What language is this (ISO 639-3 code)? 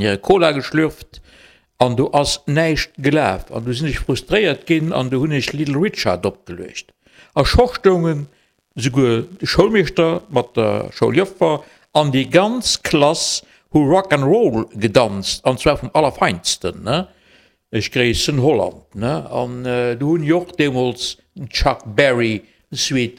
ltz